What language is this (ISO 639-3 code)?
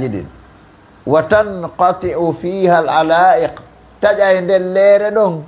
ful